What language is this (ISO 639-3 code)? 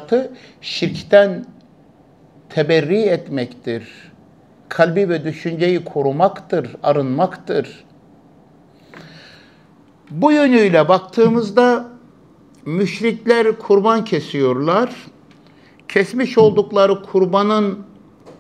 tur